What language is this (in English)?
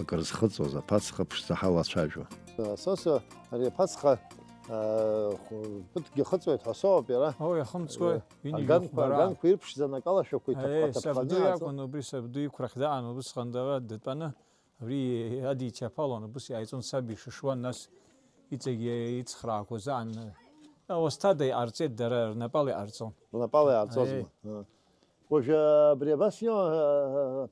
Abkhazian